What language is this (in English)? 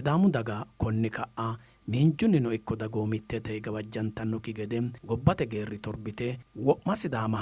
Sidamo